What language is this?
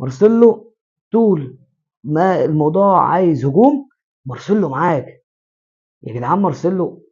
Egyptian Arabic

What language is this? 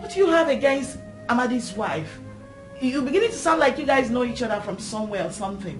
Nigerian Pidgin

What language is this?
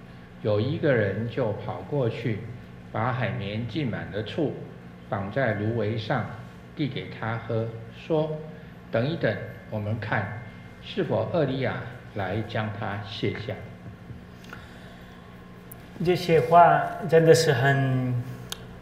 Chinese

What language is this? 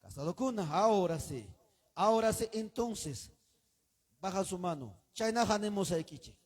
Ayacucho Quechua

